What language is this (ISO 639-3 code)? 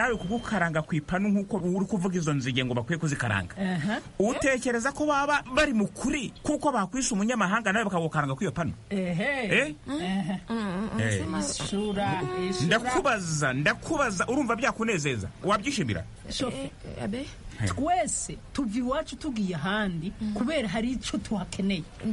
kin